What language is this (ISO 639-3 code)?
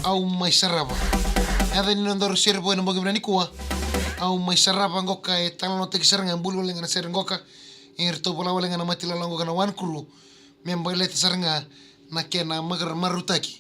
fij